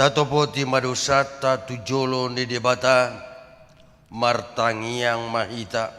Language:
Batak Toba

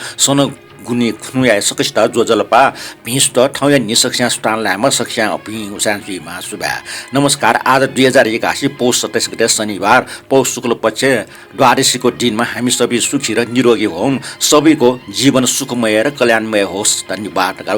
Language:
Newari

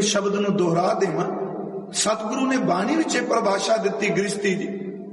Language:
Punjabi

